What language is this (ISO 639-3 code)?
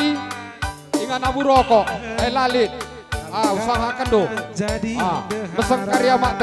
btx